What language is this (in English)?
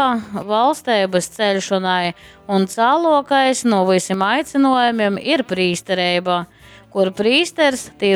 Latgalian